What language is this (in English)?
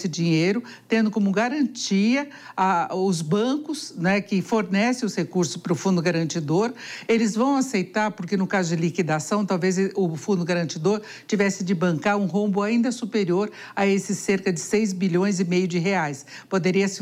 Portuguese